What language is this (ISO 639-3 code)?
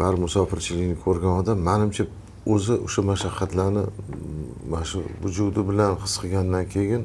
uzb